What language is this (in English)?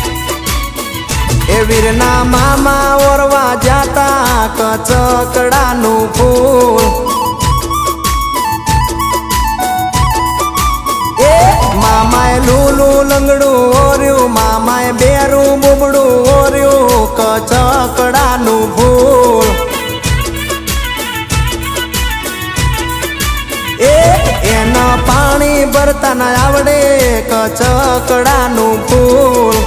Gujarati